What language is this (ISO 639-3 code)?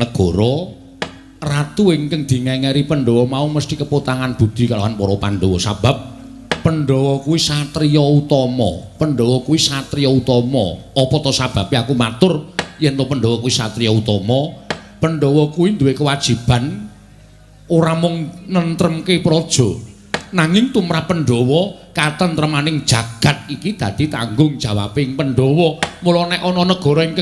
jav